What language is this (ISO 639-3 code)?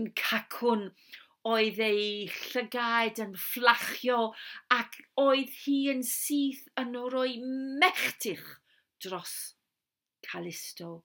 cym